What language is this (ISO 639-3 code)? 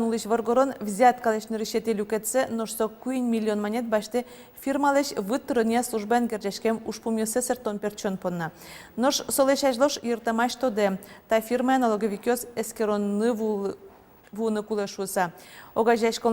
udm